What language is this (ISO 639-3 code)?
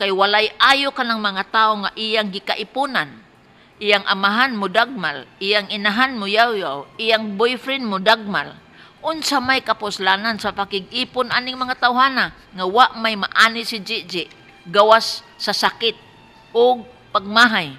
ceb